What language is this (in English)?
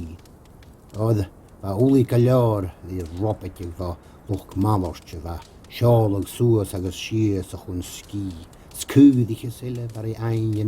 Scottish Gaelic